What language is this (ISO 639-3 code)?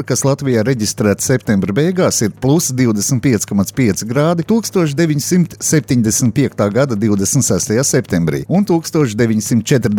lav